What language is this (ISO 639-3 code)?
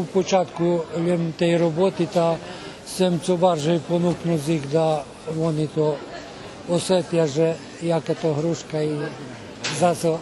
rue